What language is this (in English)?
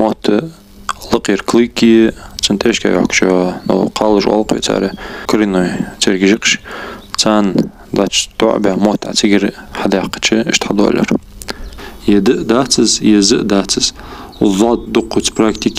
Ingush